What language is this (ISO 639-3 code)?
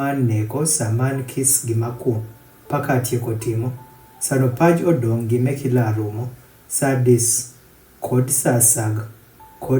adh